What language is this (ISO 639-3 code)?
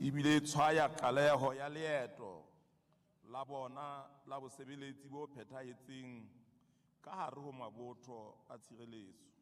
sot